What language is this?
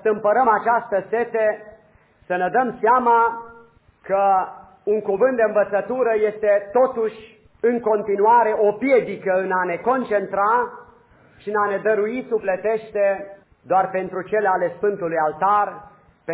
Romanian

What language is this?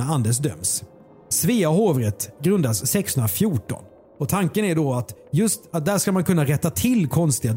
Swedish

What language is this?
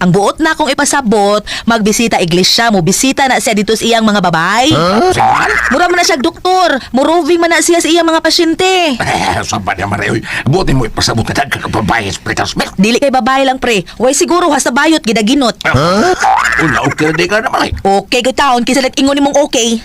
Cebuano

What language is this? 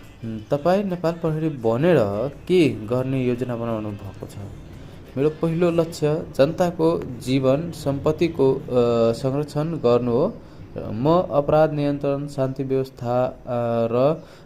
Nepali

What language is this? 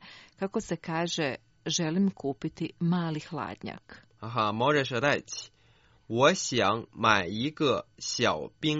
Croatian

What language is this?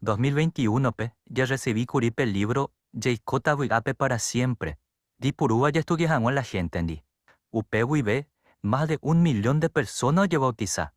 Guarani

